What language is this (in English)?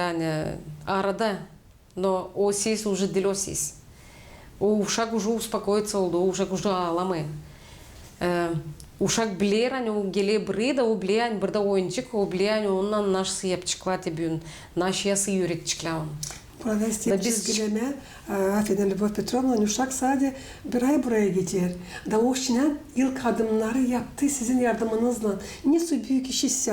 Gagauz